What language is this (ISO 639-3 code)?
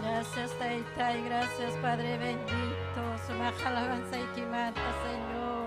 quy